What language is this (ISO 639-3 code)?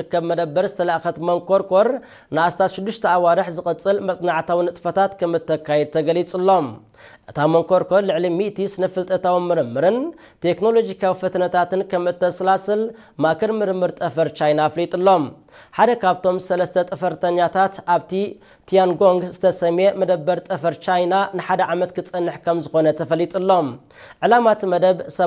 tir